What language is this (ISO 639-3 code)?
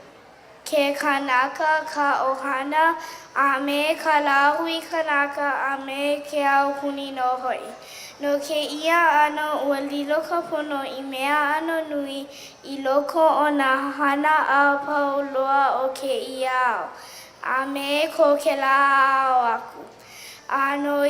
haw